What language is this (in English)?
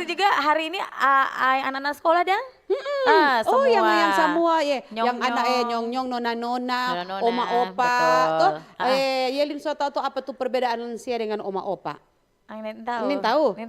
Manado Malay